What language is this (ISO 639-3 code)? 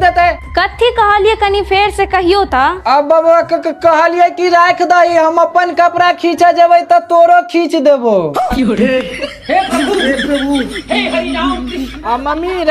mai